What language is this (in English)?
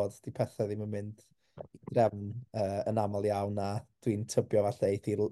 Welsh